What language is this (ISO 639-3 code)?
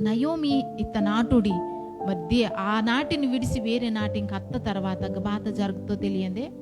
kff